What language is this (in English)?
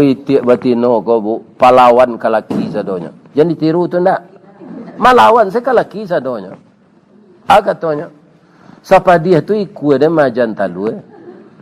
Minangkabau